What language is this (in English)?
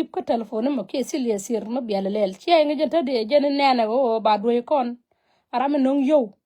Nuer